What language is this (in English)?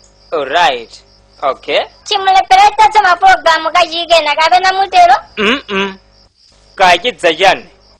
Nyanja